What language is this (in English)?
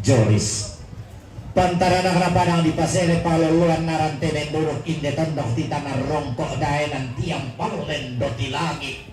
Toraja-Sa'dan